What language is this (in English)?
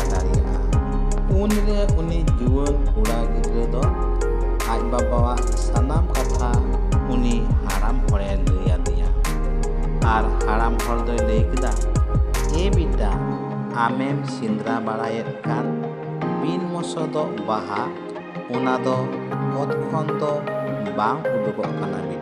Santali